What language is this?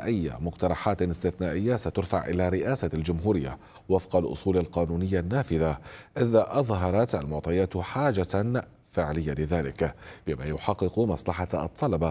Arabic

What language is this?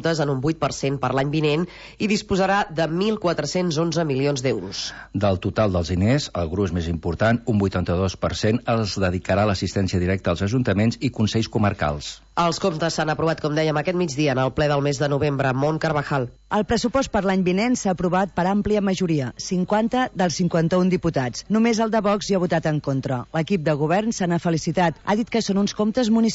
Catalan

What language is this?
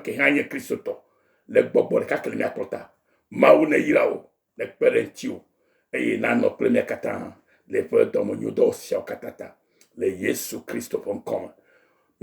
Ewe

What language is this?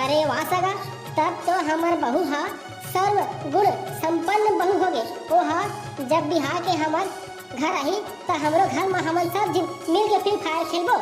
Chhattisgarhi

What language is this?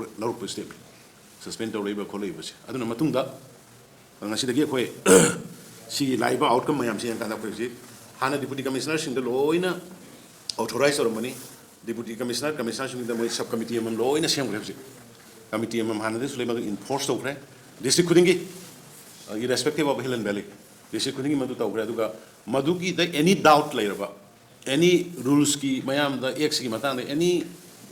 Manipuri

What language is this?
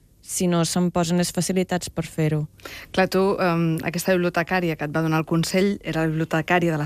Catalan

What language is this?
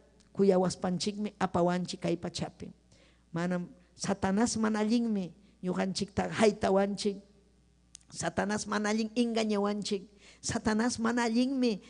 Ayacucho Quechua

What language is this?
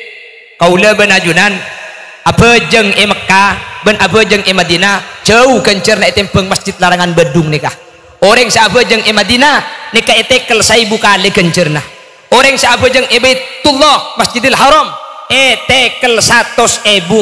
Madurese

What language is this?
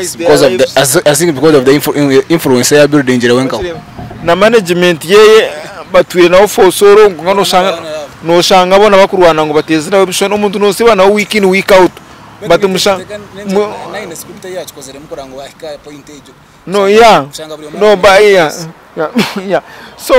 Nyankole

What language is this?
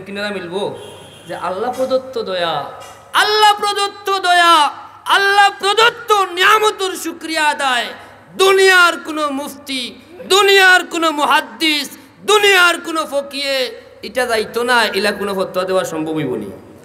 Sylheti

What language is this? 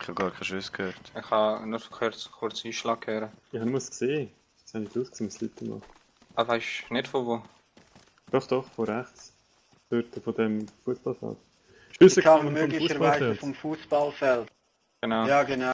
Swiss German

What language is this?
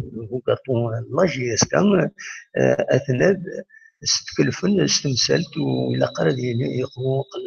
Kabyle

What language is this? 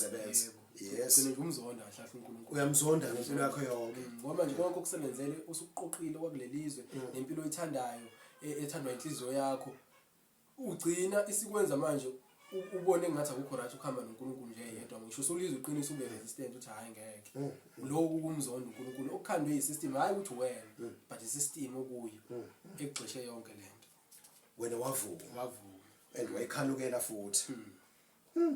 Zulu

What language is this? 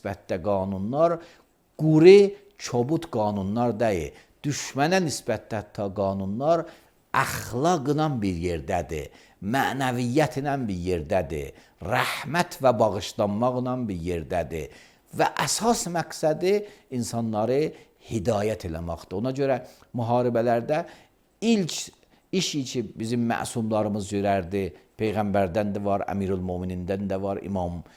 Azerbaijani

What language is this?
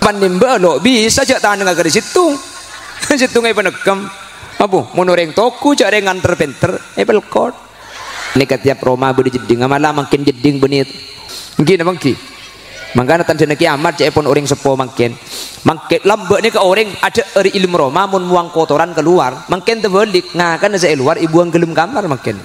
Madurese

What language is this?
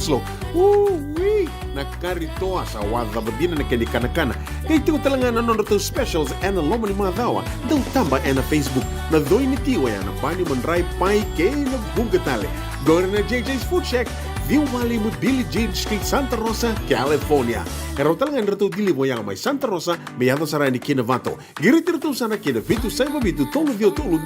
Fijian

